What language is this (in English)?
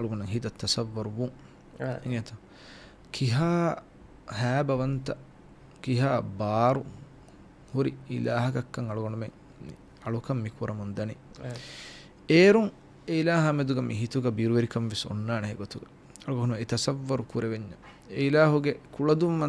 Divehi